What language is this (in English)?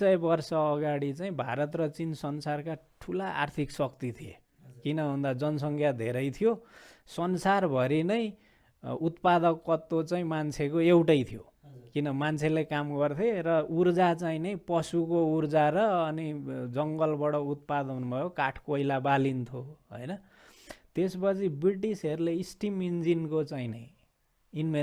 Nepali